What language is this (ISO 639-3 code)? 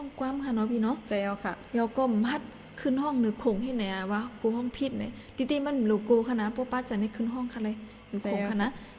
shn